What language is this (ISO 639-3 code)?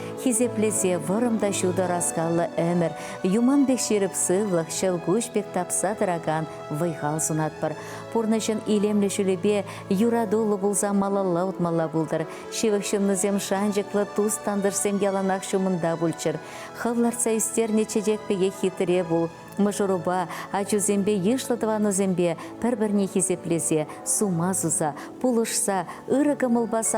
chv